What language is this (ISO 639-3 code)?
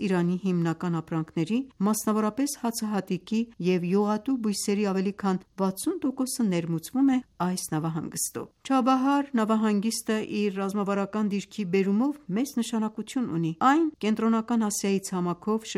hye